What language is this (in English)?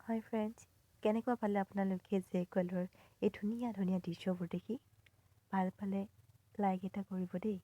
Assamese